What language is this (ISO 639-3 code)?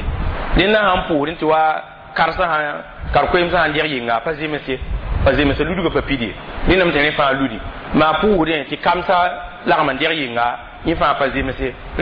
mos